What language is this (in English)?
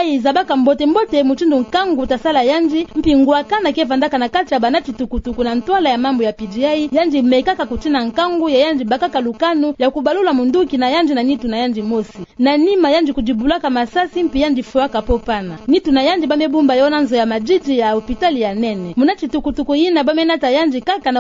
Kituba (Democratic Republic of Congo)